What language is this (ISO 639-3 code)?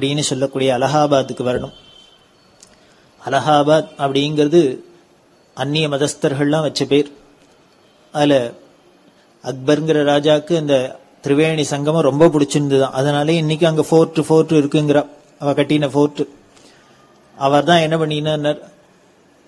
tam